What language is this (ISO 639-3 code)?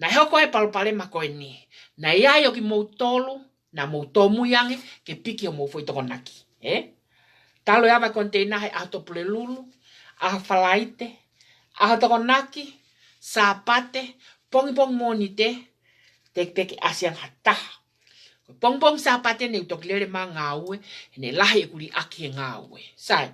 ton